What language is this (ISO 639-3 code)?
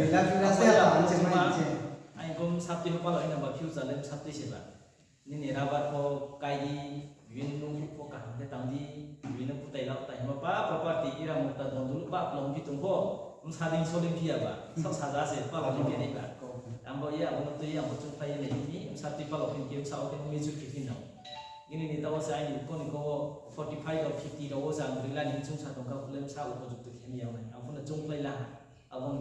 ria